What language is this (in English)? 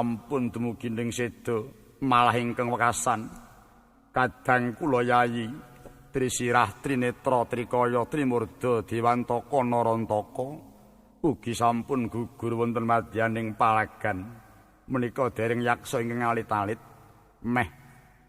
Javanese